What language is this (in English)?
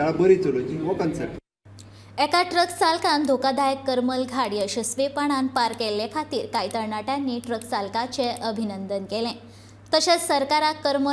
Konkani